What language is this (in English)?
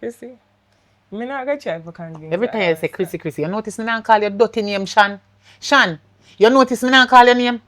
Jamaican Creole English